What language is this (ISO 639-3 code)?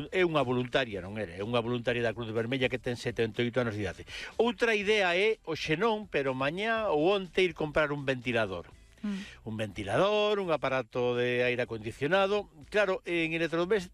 glg